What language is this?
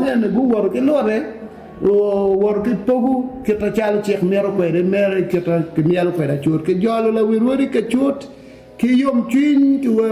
Acoli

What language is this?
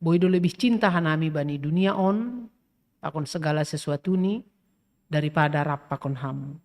Batak Simalungun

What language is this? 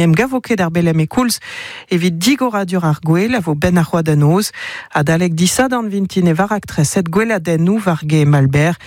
Breton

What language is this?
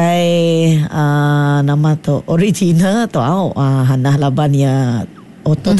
Iban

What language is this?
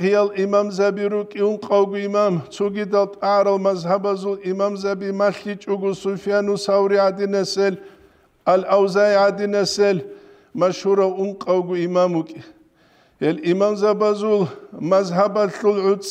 Avaric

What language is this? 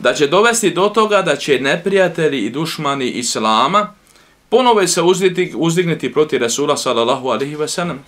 Bosnian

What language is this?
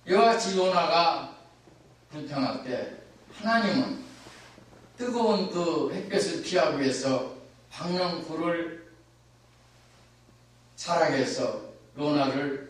Korean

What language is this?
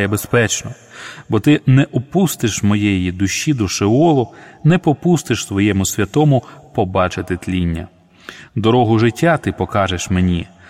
Ukrainian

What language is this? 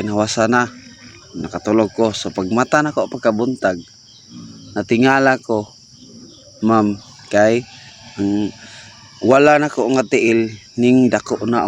Cebuano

